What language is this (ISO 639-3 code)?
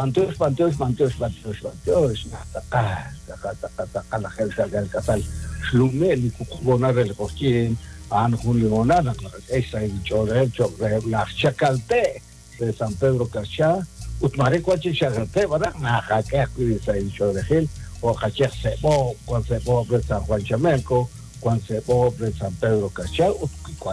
kek